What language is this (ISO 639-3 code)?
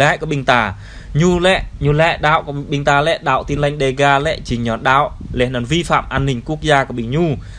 jra